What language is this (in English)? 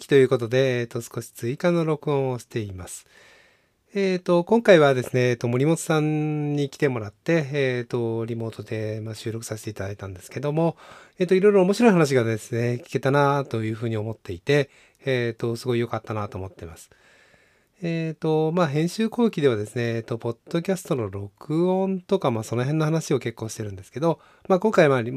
Japanese